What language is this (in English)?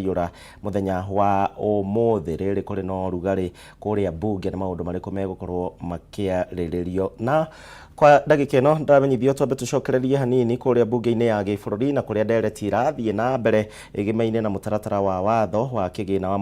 Kikuyu